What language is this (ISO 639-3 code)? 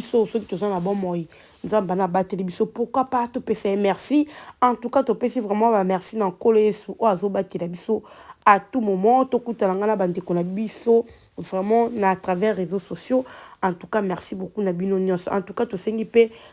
lin